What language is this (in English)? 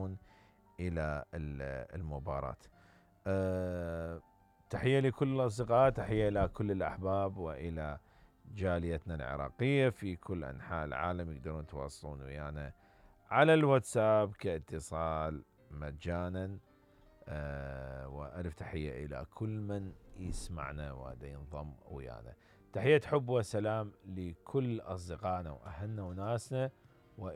Mesopotamian Arabic